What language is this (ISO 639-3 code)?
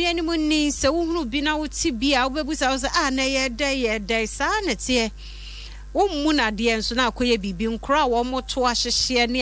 aka